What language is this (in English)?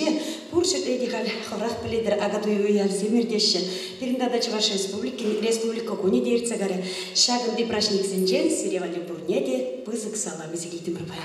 Chuvash